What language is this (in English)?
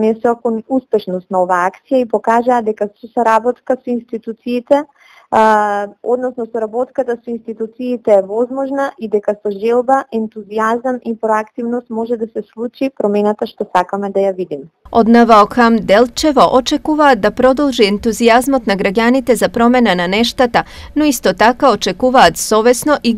Macedonian